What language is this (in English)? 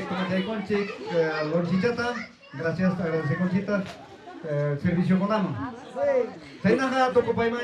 Ayacucho Quechua